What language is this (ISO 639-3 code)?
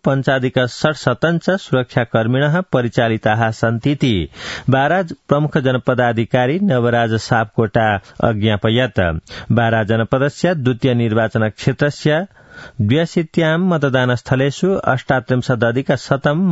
san